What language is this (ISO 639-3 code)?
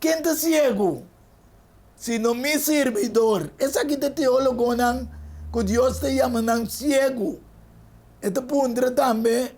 pap